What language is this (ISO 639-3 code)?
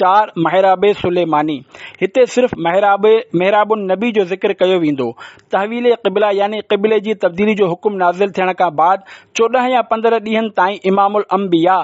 snd